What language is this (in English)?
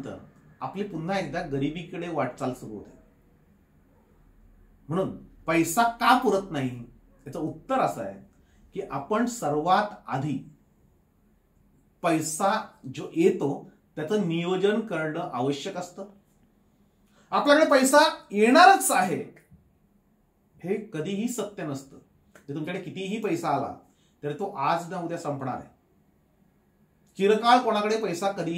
Marathi